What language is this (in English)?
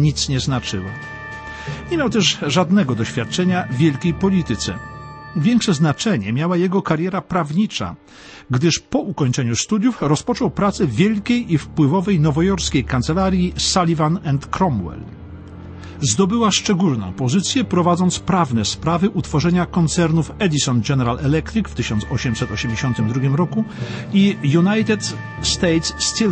Polish